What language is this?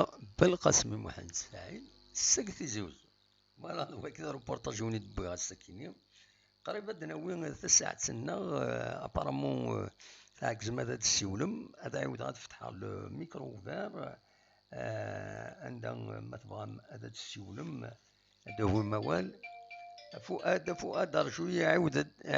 Kabyle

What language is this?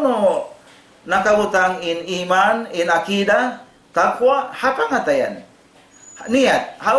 Tausug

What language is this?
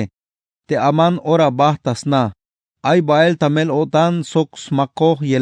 Tzeltal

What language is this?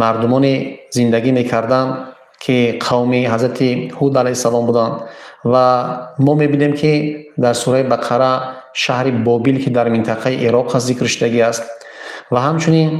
Tajik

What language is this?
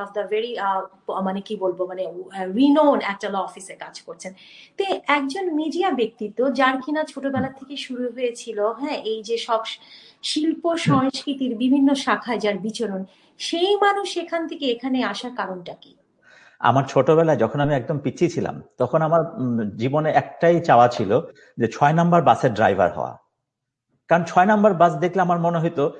Bangla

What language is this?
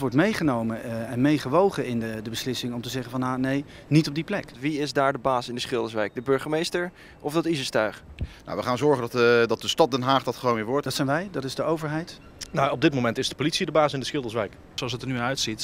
Dutch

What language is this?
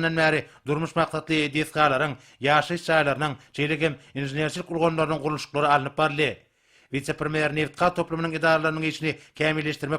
Turkmen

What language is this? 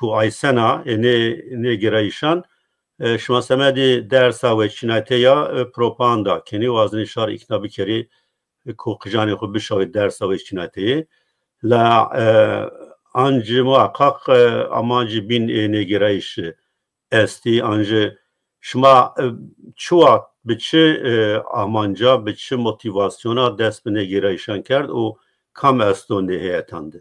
Zaza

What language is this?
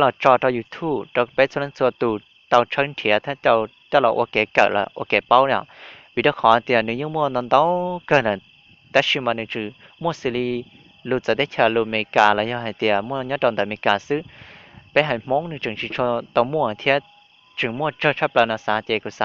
Hmong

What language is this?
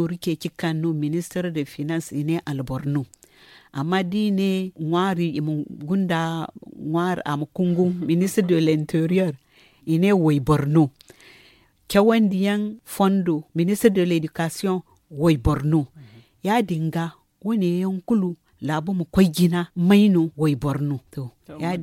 Zarma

